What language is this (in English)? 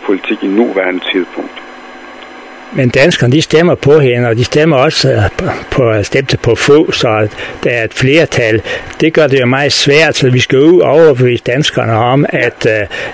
Danish